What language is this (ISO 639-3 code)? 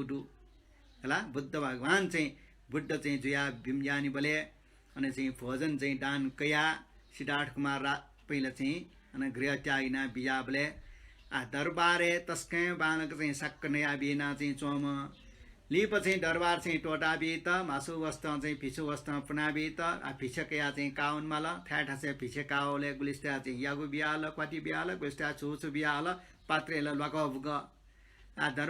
new